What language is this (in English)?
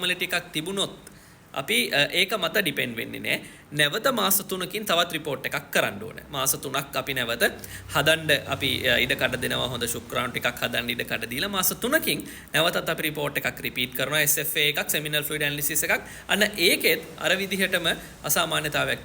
Sinhala